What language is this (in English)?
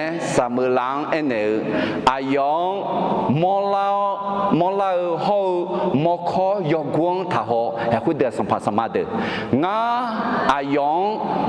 Akha